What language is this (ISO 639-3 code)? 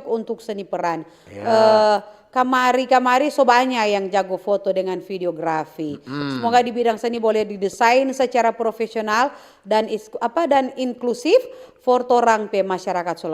xmm